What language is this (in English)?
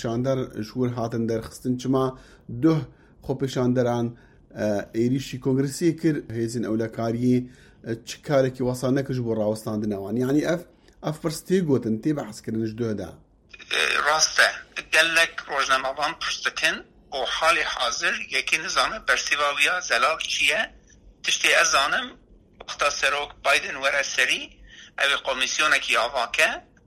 Kurdish